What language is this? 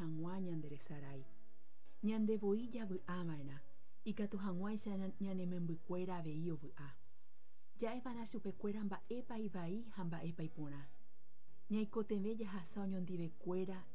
Guarani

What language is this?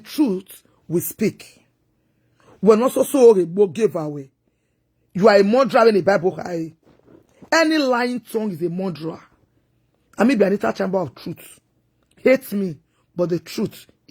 Nigerian Pidgin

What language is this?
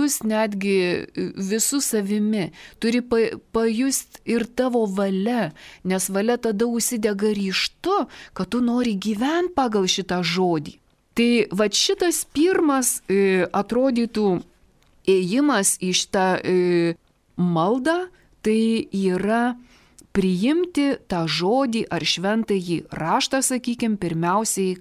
Lithuanian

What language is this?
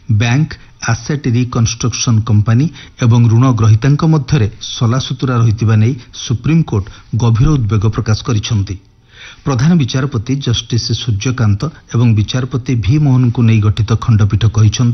Odia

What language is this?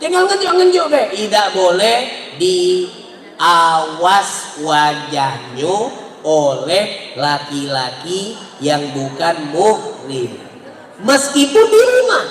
Musi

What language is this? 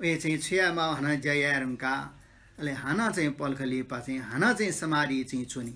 Newari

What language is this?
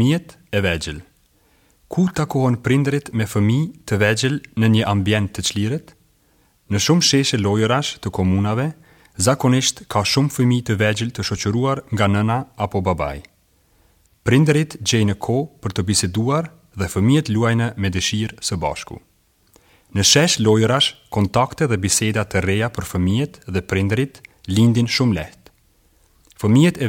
Albanian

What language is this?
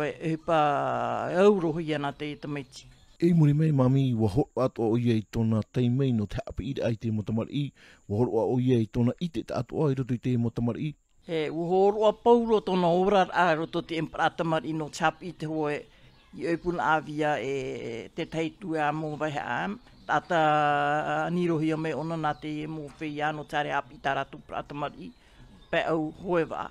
Tahitian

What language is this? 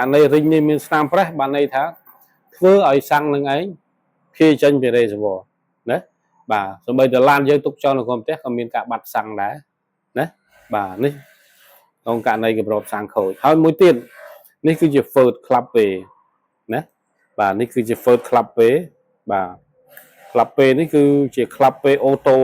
Khmer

